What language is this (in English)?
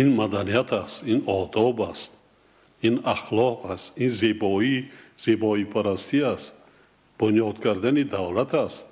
Tajik